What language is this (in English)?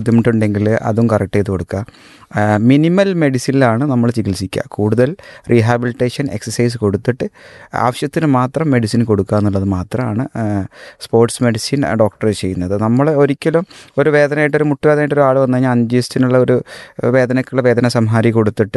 Malayalam